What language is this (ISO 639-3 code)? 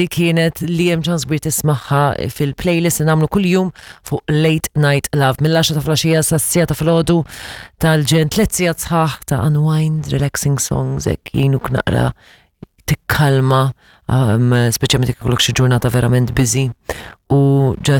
mlt